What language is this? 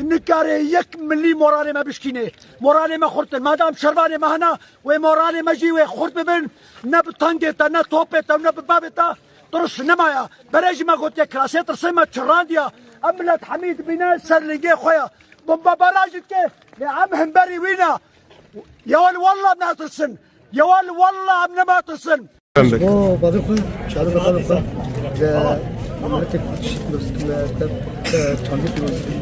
Kurdish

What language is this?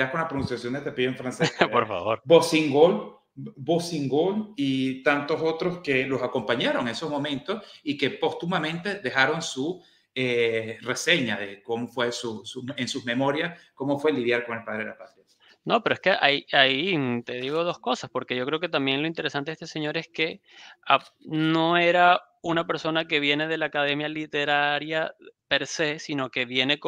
Spanish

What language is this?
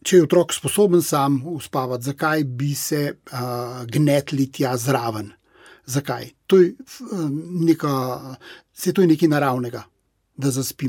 Slovenian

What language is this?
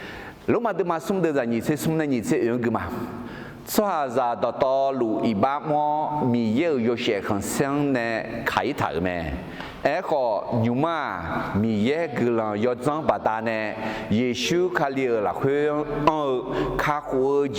Akha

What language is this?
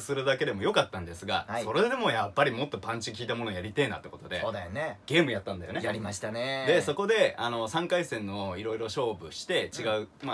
Japanese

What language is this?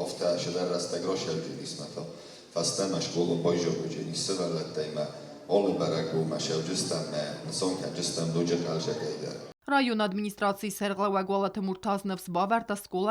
Ossetic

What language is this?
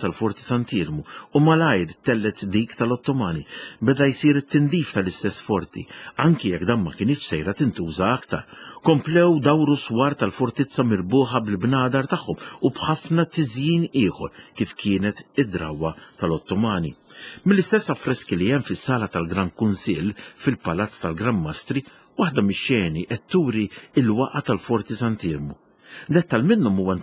Maltese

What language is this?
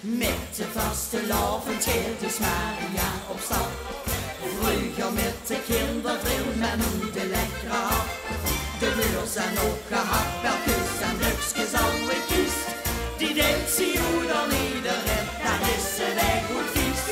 Limburgish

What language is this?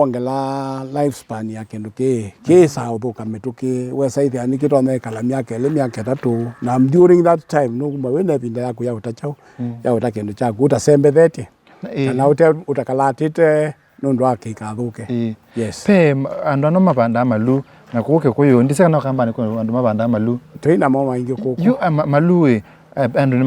Kamba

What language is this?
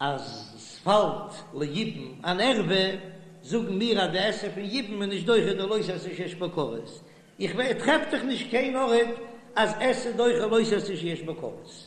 Yiddish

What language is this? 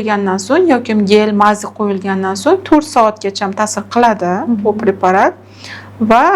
Uzbek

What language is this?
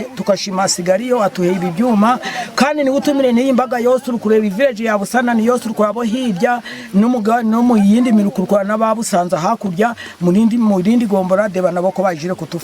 Nyankole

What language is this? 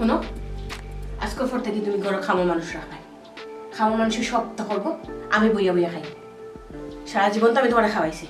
Sylheti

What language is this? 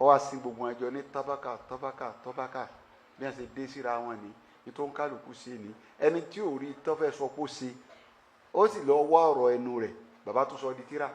Yoruba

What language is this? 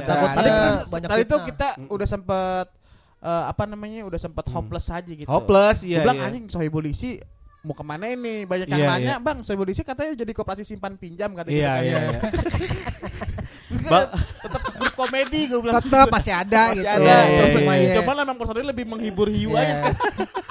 Indonesian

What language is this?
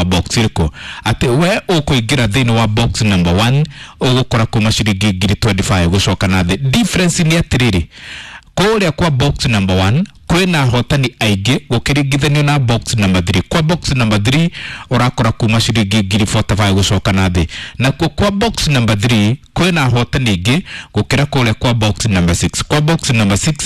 Kikuyu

